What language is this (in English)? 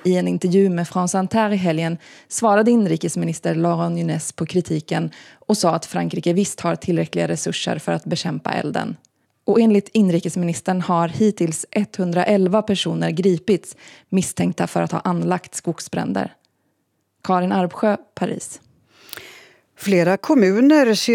Swedish